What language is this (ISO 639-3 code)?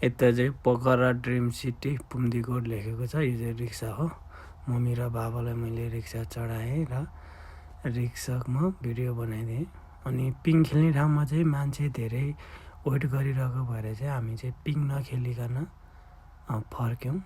nep